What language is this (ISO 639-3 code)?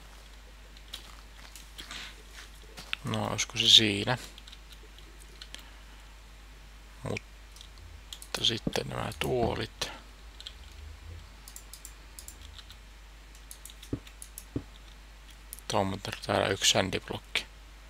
fin